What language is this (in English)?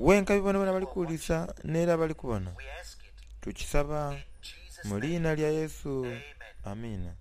Soga